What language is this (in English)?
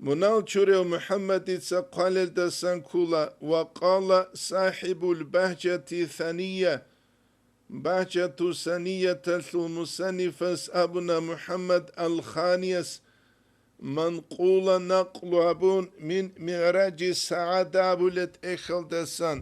Avaric